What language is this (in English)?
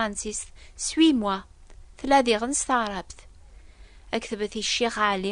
Kabyle